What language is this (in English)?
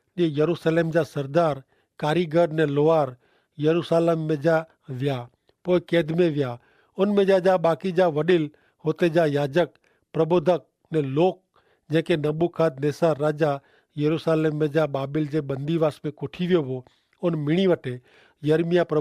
Kachhi